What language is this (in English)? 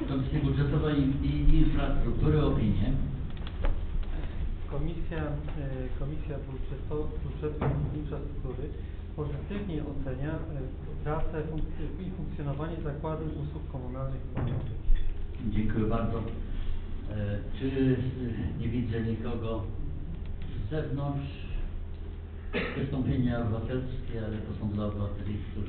Polish